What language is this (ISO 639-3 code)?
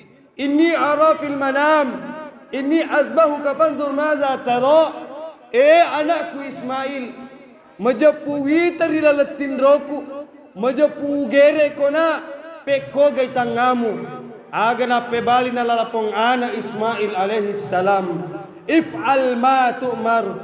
bug